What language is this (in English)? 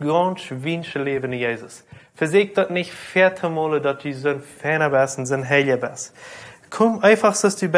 Plautdietsch